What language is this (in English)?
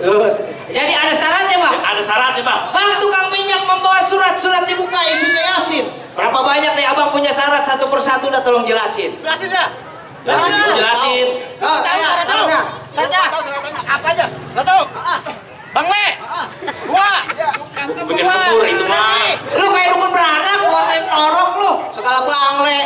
Betawi